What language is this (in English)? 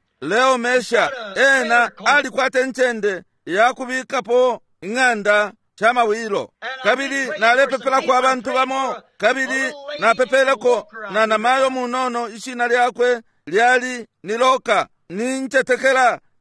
Bemba